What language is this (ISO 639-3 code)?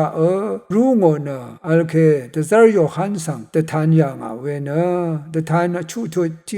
raw